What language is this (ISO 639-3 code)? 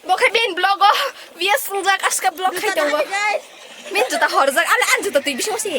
trp